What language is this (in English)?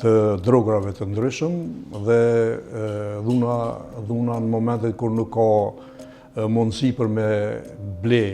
Albanian